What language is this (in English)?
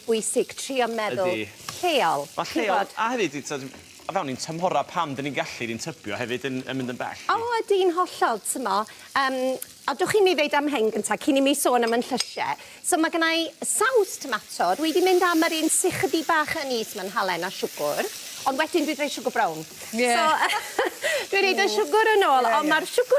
Welsh